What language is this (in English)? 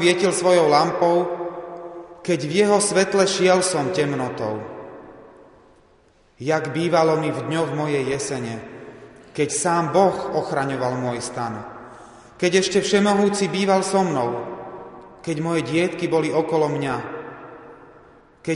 Slovak